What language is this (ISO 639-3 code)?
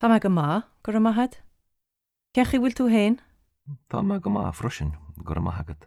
gle